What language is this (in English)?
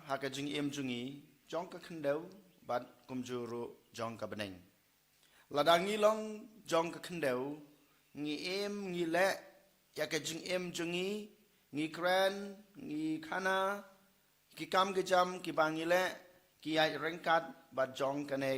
Khasi